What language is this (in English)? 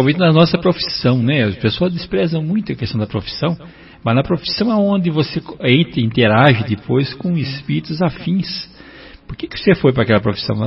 Portuguese